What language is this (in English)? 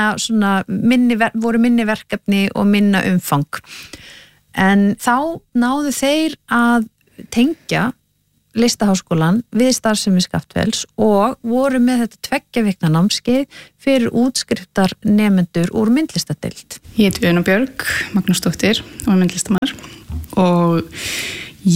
Icelandic